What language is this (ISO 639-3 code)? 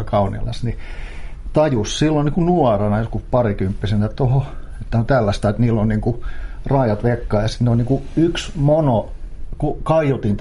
fin